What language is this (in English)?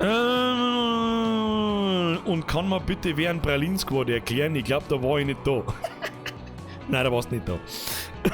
Bavarian